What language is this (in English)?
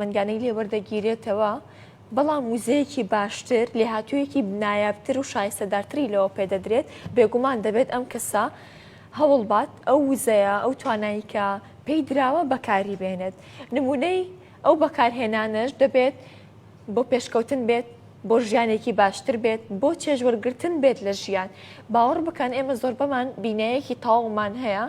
Central Kurdish